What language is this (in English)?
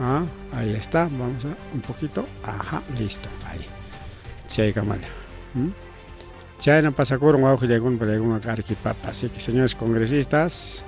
Ayacucho Quechua